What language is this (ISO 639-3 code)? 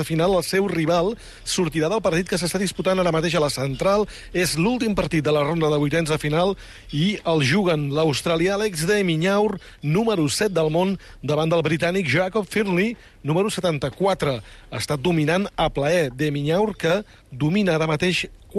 cat